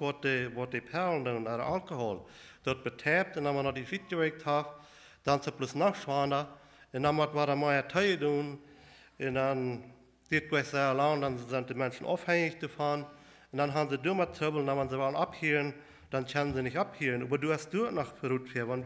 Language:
Plautdietsch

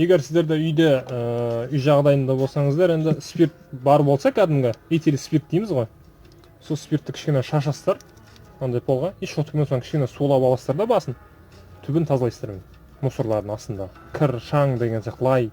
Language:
Kazakh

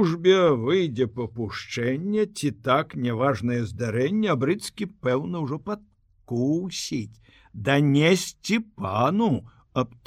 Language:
Belarusian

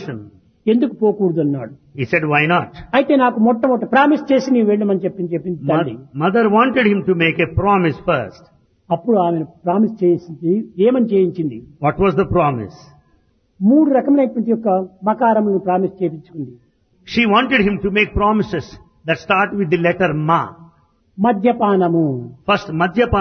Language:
Telugu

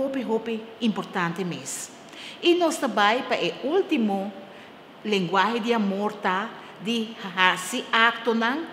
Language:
Papiamento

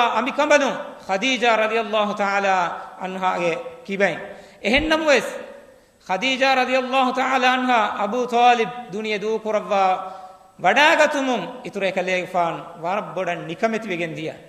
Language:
Divehi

